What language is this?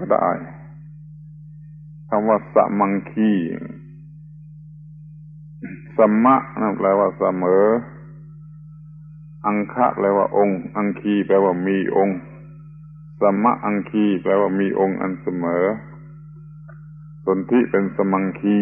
Thai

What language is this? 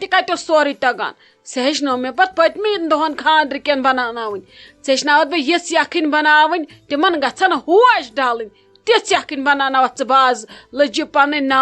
Kashmiri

